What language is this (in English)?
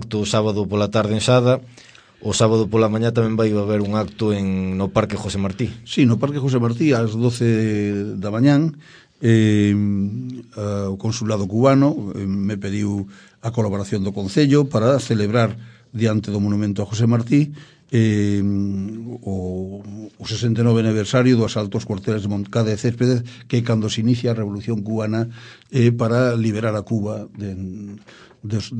Galician